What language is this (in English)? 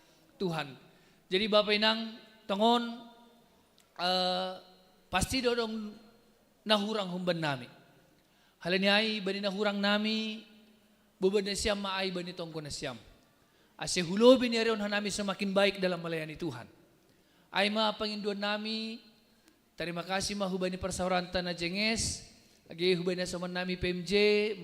Batak Simalungun